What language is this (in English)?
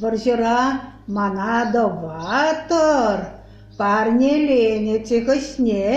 Chuvash